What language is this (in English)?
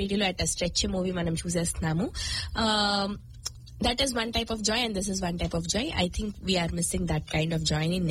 Telugu